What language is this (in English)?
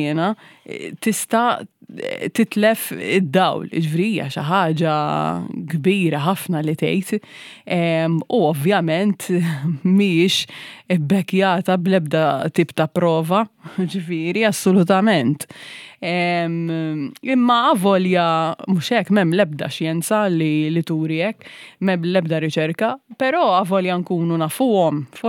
Maltese